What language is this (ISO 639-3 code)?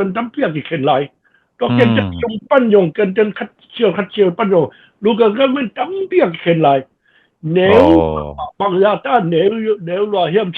ctd